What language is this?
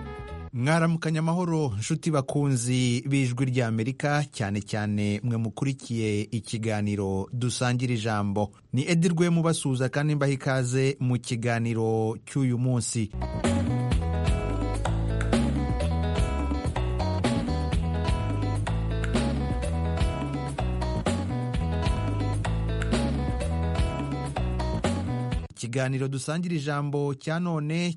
Kinyarwanda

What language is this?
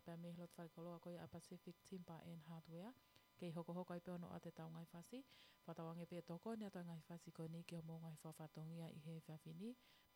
Tongan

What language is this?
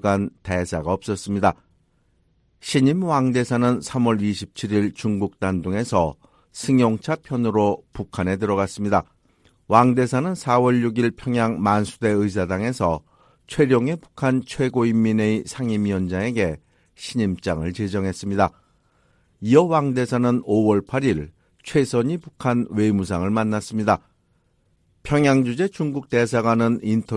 Korean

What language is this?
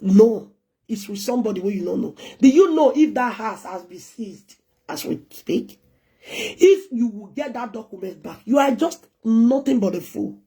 Nigerian Pidgin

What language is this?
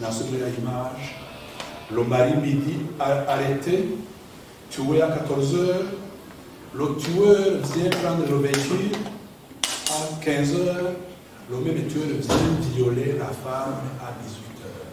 Rundi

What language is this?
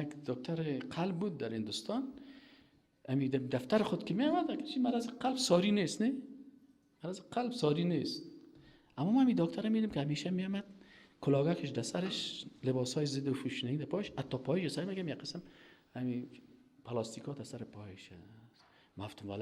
Persian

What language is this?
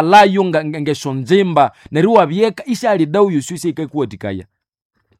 Nande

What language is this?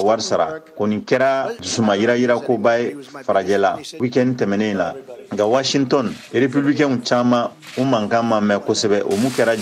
Bambara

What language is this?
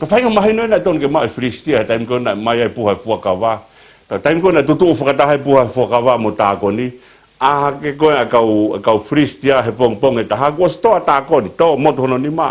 Tongan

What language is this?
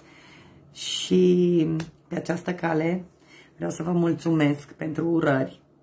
Romanian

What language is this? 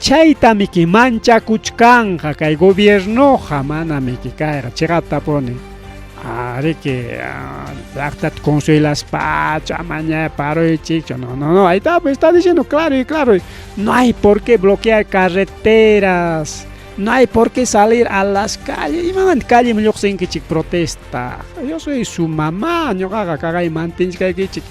Ayacucho Quechua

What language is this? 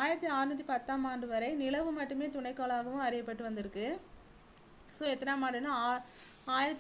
Tamil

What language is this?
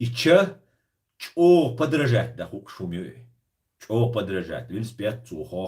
Chechen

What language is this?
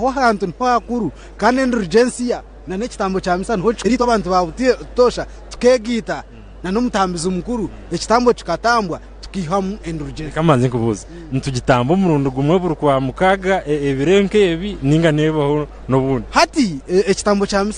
Nyankole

